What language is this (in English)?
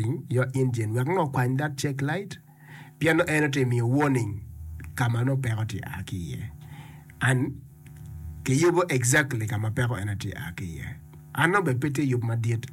Acoli